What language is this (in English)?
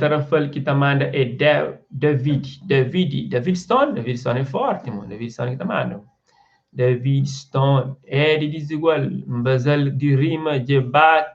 Kabuverdianu